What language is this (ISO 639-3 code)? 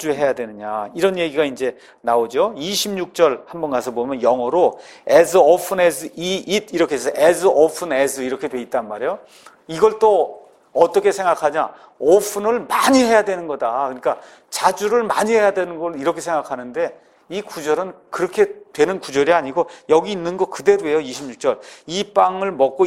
kor